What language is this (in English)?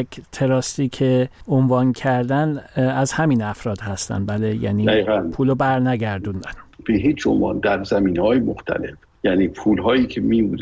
Persian